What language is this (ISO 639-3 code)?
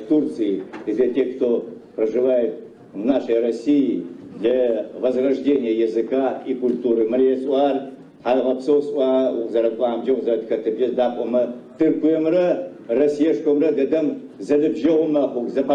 ady